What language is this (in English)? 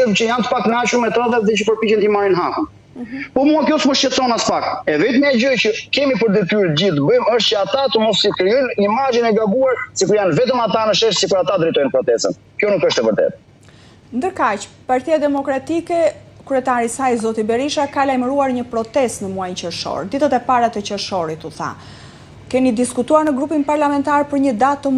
Albanian